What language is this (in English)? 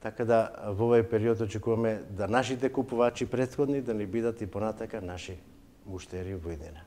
Macedonian